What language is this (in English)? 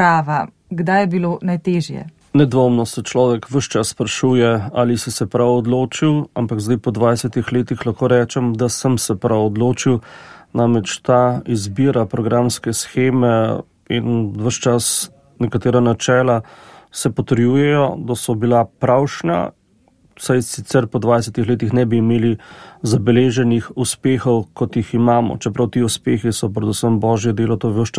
Slovenian